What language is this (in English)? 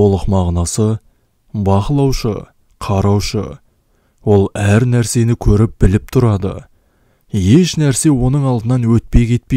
Kazakh